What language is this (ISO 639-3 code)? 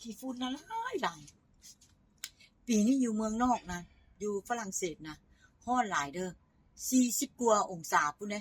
tts